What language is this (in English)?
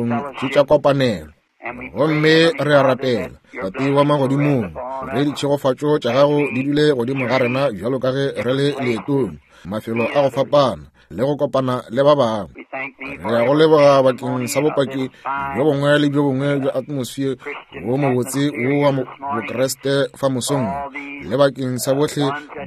Northern Sotho